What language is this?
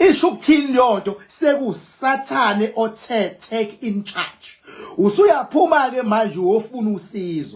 Zulu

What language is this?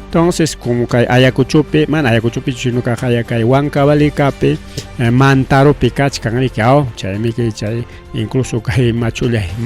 Ayacucho Quechua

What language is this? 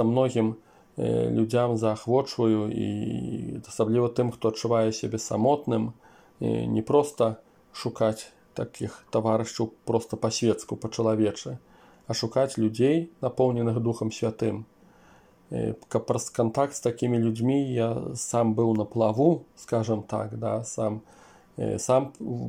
Belarusian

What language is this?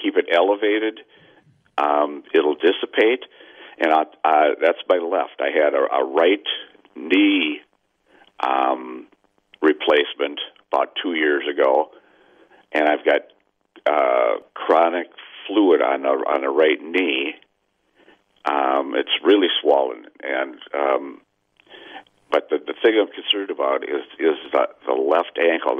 English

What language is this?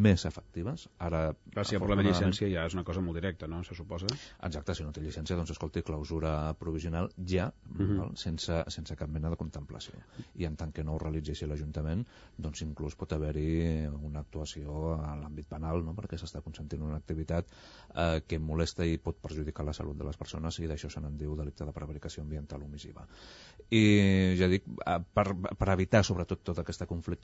Catalan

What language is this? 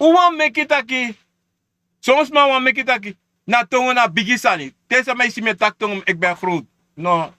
Sranan Tongo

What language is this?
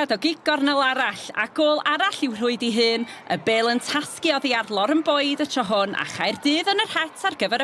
Welsh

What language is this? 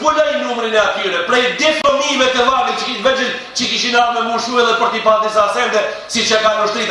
Albanian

